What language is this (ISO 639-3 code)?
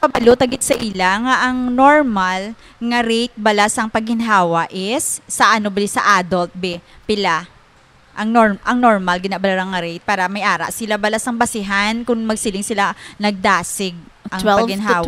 hil